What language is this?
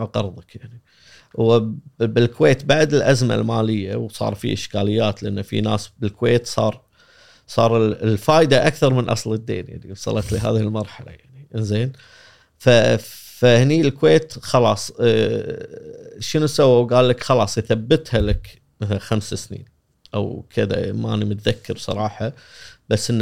Gulf Arabic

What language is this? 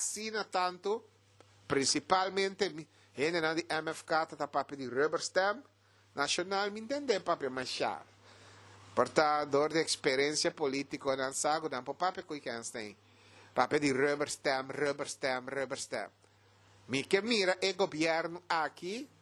Papiamento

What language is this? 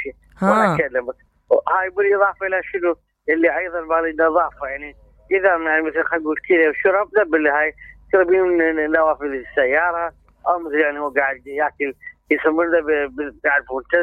Mesopotamian Arabic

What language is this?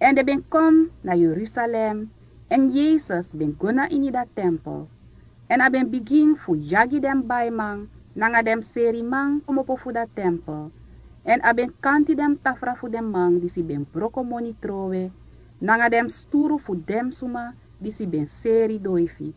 Sranan Tongo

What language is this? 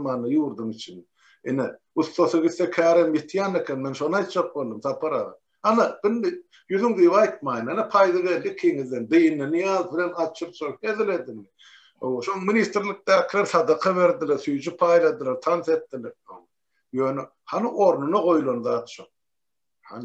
Turkmen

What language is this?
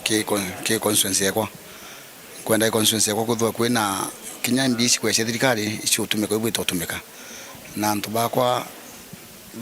Meru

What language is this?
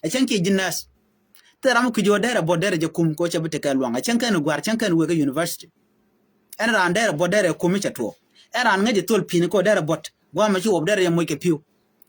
Nuer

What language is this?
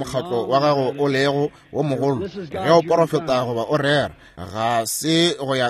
Northern Sotho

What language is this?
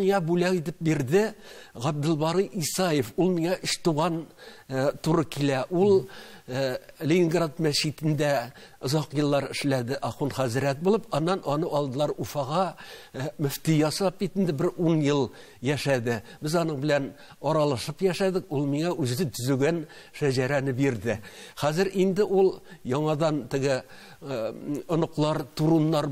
Tatar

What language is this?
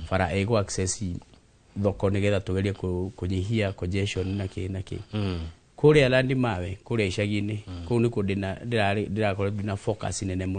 Kikuyu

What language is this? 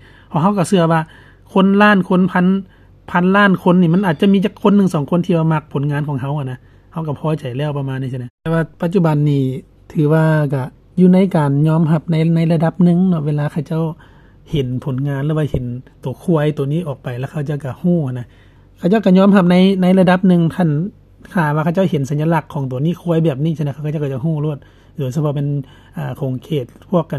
Lao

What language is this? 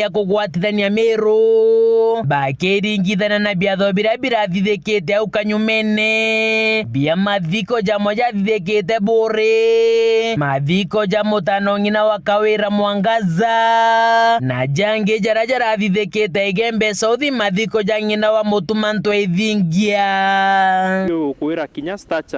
Meru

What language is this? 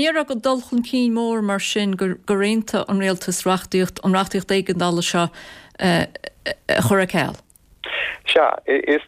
Irish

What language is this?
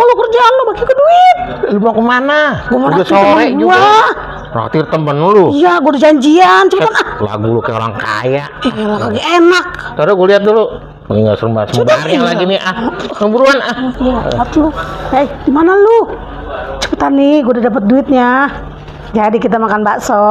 Betawi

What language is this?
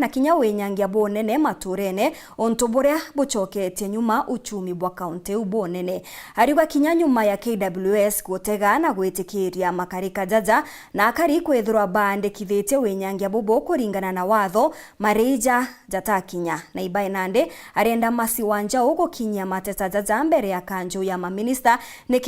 Meru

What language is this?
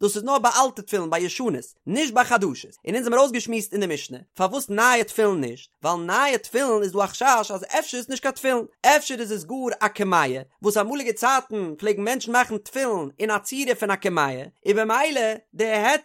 Yiddish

